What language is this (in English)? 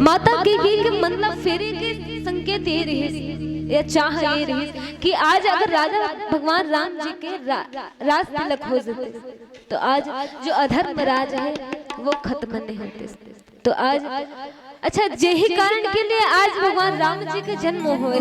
Chhattisgarhi